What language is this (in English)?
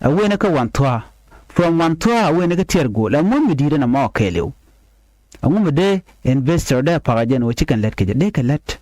Nuer